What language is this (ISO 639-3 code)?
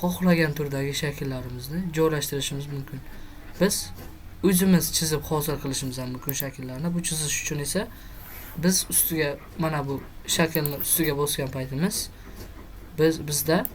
uzb